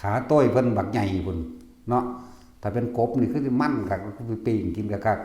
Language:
Northeastern Thai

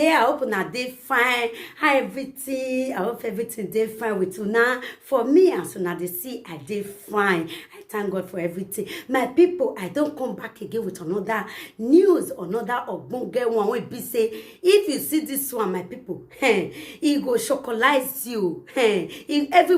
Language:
Nigerian Pidgin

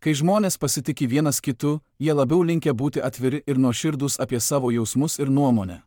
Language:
Lithuanian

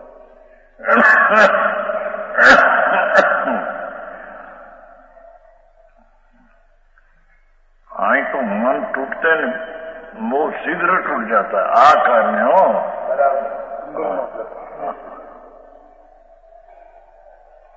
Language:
Gujarati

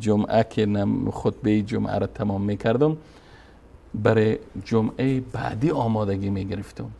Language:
Persian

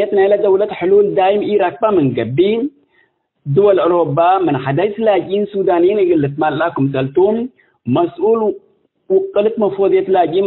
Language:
Tigre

